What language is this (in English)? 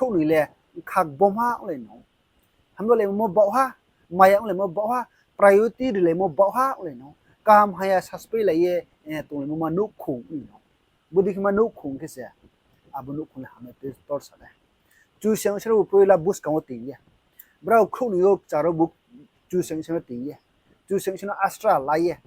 Riang (India)